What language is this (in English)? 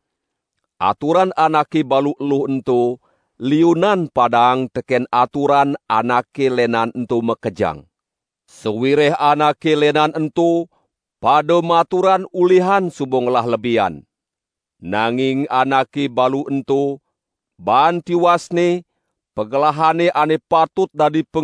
Balinese